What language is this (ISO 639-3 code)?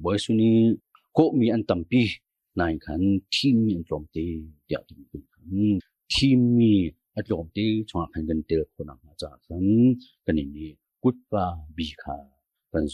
cnh